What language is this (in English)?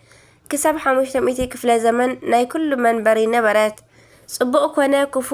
Tigrinya